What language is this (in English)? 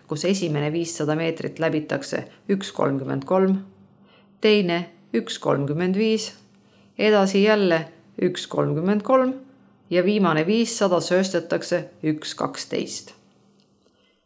Estonian